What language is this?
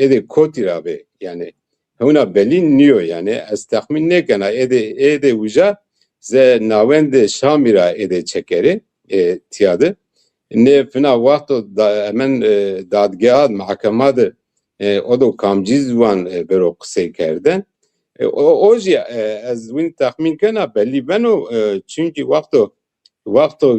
Zaza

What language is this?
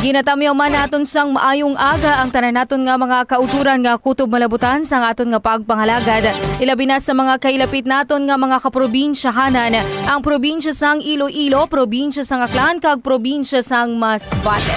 Hiligaynon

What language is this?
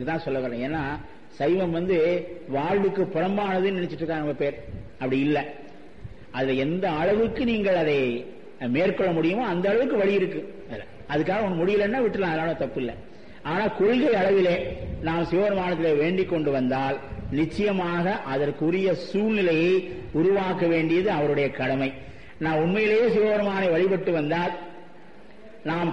Tamil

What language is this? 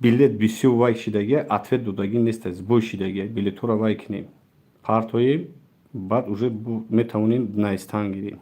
Tajik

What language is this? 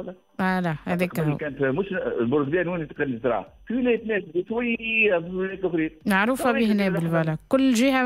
Tunisian Arabic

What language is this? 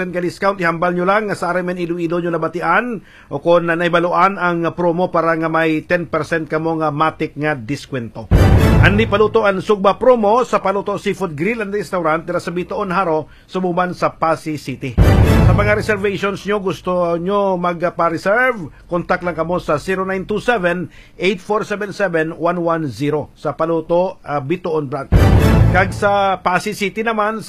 Hiligaynon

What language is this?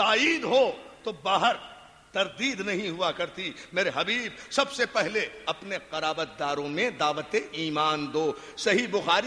Urdu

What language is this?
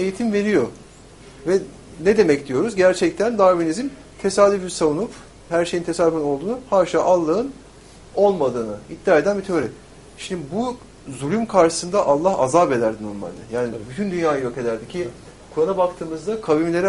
Turkish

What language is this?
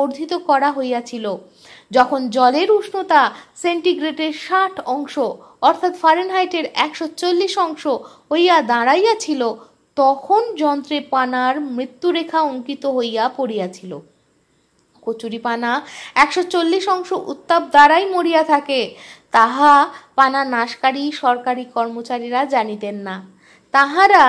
Bangla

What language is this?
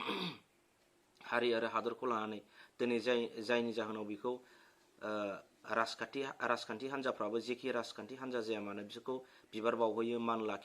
Bodo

